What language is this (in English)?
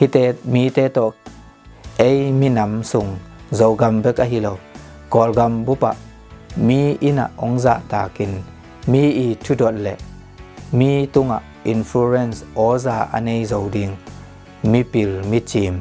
Tedim Chin